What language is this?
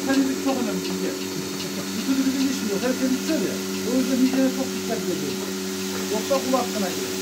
Turkish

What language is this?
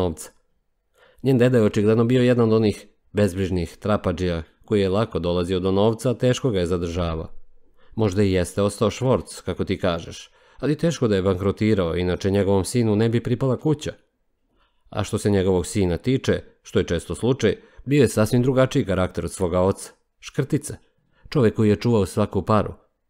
Serbian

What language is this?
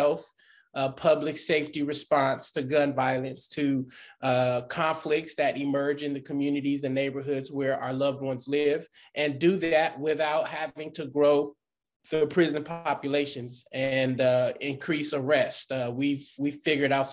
English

